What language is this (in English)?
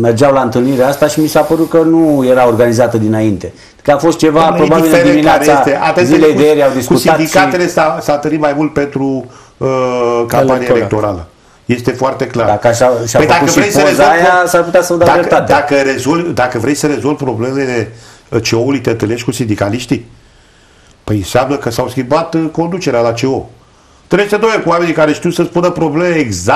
Romanian